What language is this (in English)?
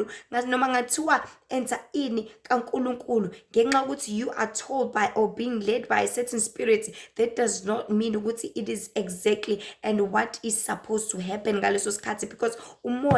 Zulu